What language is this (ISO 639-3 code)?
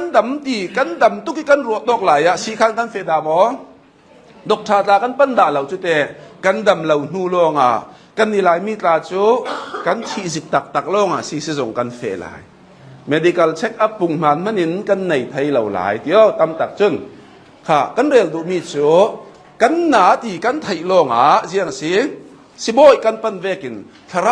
cnh